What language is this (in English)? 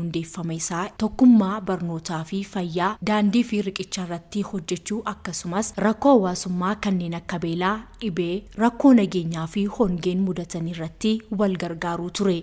Oromo